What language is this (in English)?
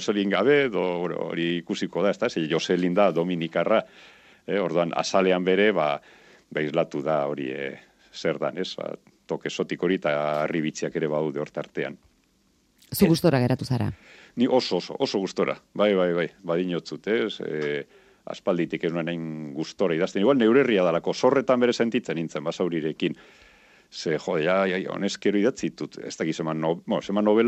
Basque